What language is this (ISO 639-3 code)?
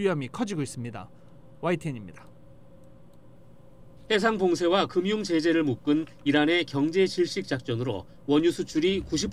kor